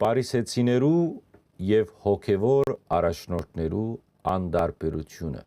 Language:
Western Armenian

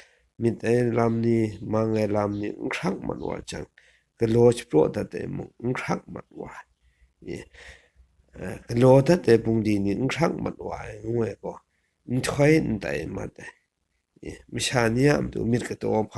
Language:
Kachin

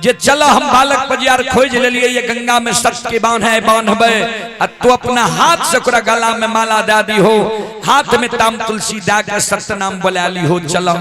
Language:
Maithili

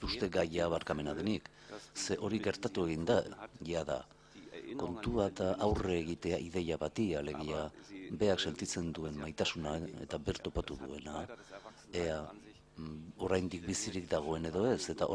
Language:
Basque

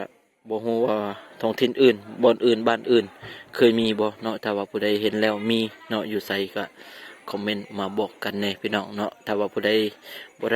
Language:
Lao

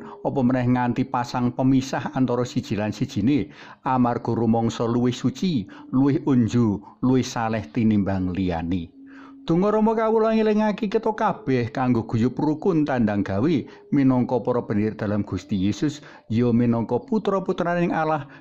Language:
Javanese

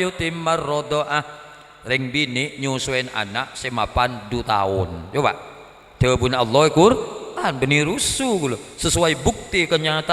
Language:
Madurese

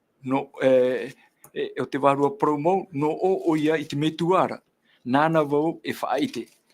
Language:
Tahitian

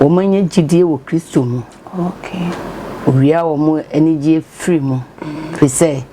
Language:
Akan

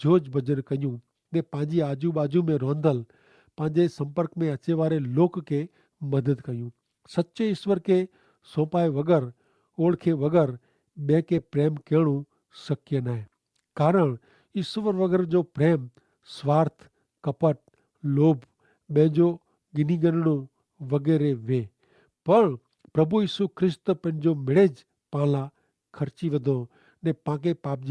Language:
Kachhi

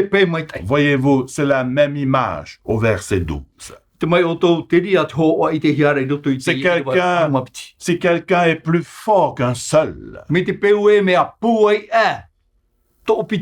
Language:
Tahitian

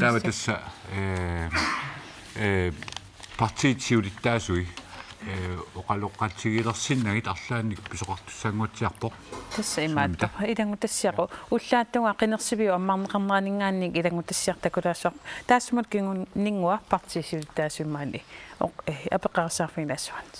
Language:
Kalaallisut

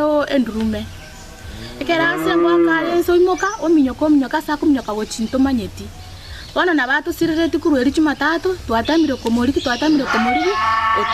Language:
Gusii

